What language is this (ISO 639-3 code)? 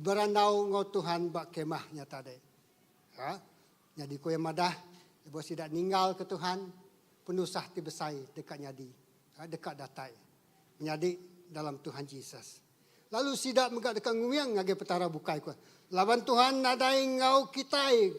iba